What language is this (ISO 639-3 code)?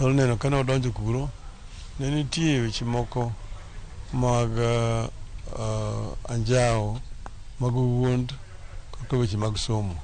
luo